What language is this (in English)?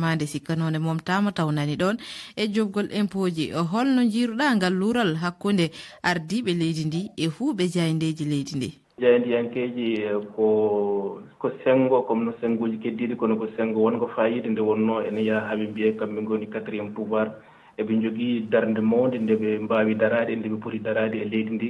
Fula